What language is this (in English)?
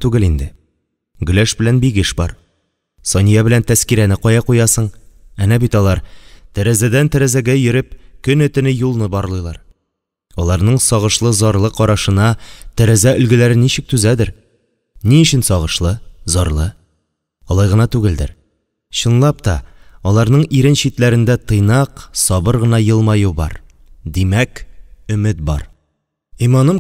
Tatar